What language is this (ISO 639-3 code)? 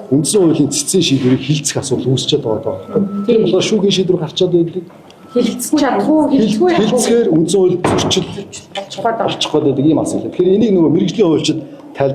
mon